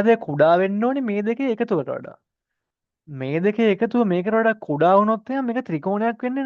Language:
Sinhala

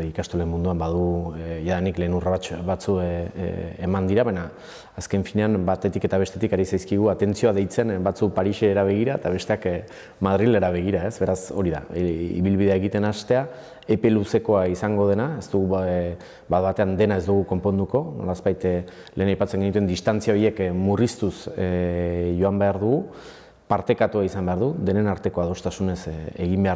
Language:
Basque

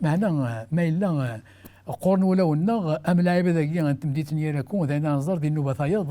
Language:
Kabyle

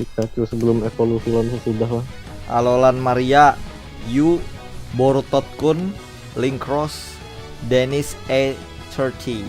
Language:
Banjar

